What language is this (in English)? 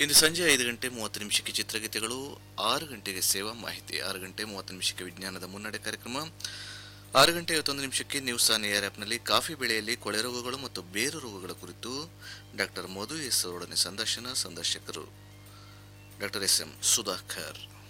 Kannada